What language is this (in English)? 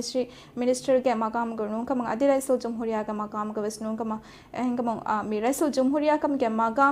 Divehi